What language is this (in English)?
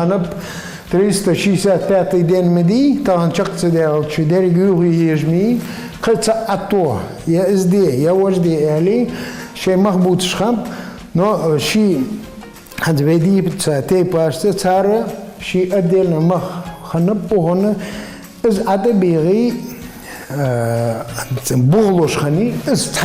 Ingush